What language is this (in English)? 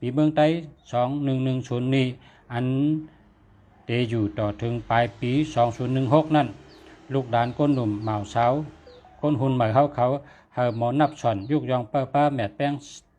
Shan